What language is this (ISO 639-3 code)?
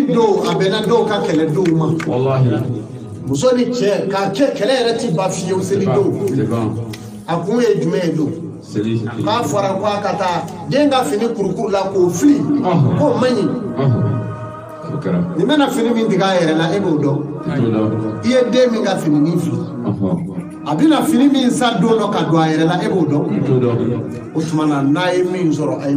bam